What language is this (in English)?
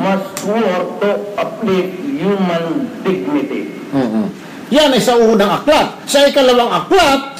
Filipino